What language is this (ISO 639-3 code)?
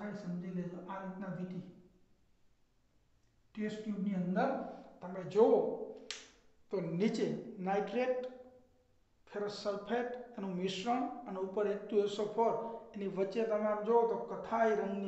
guj